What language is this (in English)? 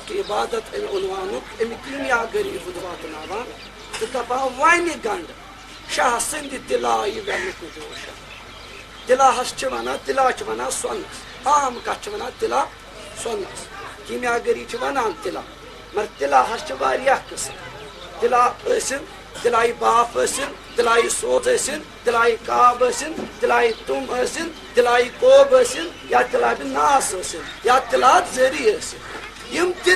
Kashmiri